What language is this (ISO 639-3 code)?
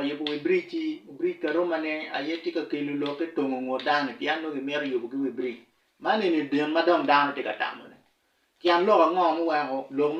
ach